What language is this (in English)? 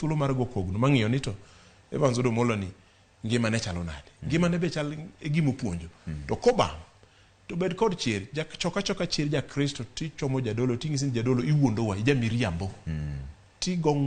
Luo (Kenya and Tanzania)